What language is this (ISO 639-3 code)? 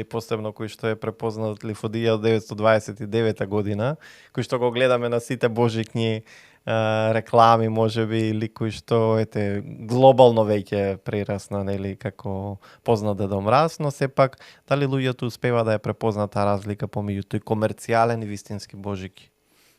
mkd